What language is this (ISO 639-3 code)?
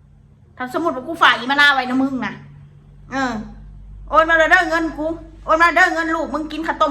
tts